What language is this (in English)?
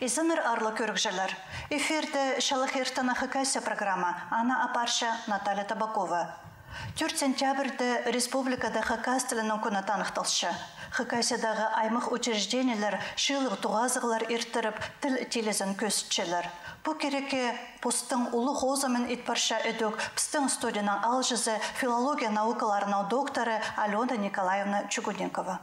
Khakas